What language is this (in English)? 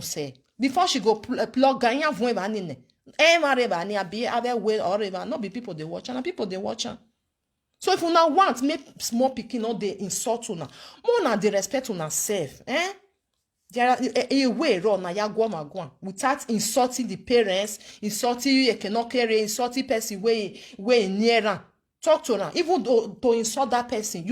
Nigerian Pidgin